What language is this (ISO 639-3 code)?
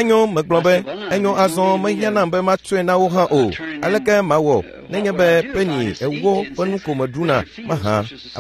ewe